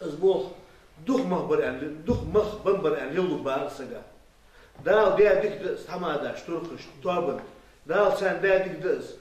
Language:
Ingush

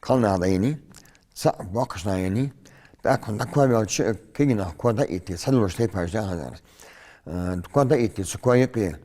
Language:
Ingush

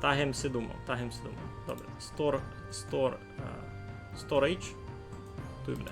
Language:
Rusyn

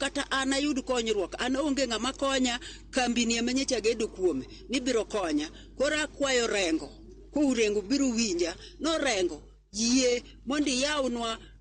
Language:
Luo (Kenya and Tanzania)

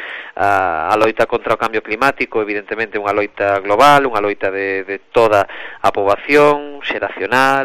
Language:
Galician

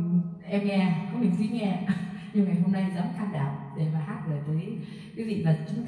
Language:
Vietnamese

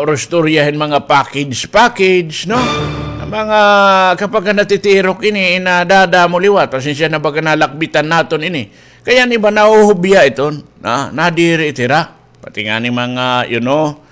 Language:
Waray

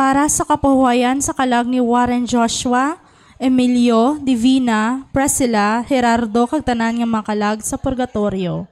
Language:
Hiligaynon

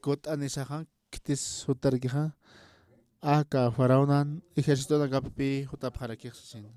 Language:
Aymara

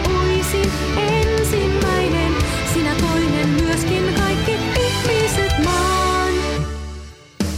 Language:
Estonian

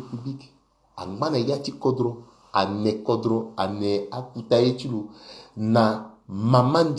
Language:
Sango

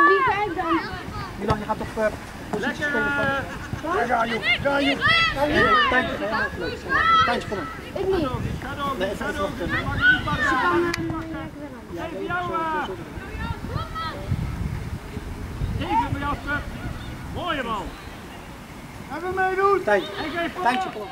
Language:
Dutch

